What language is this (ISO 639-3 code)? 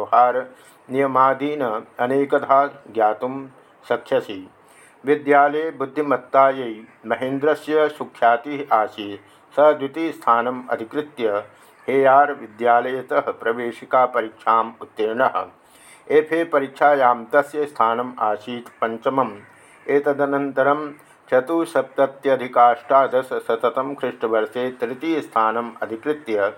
san